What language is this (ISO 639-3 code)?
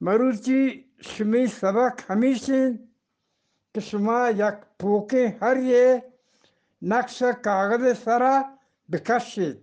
bgp